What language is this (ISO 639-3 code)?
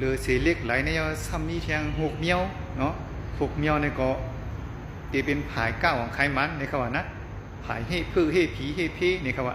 shn